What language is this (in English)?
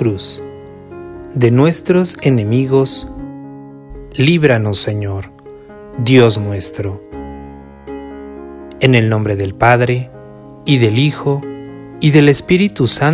Spanish